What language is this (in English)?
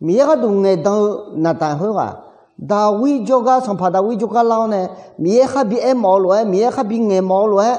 Akha